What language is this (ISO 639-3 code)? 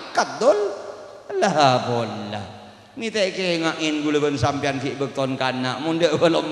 mad